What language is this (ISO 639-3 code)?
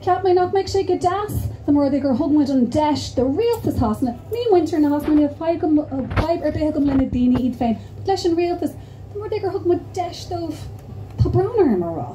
gle